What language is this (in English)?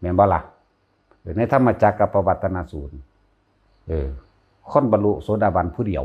Northeastern Thai